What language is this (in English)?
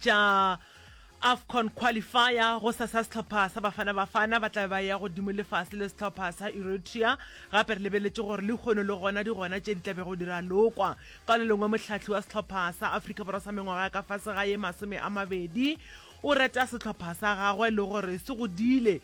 Northern Sotho